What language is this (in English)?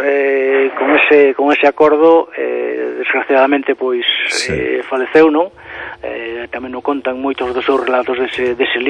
Galician